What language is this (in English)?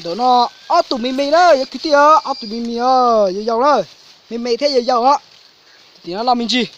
Hmong